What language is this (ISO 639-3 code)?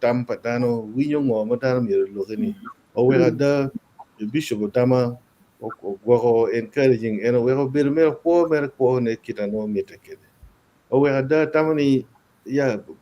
ach